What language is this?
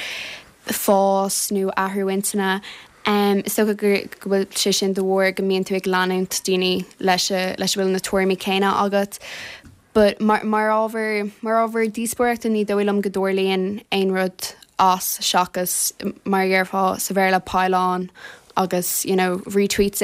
Irish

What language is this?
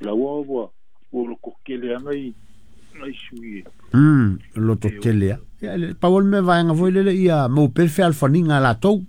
Samoan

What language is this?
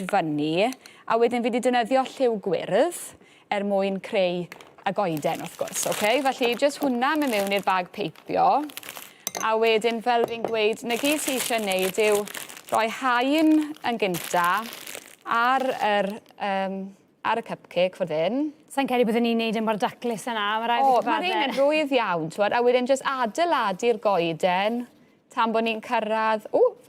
Welsh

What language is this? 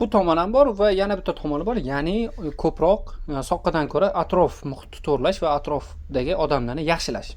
Uzbek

